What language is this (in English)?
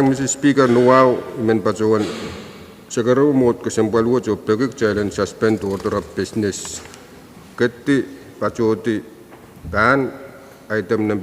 Pohnpeian